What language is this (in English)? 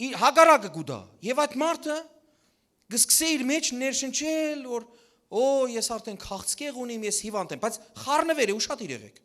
Western Armenian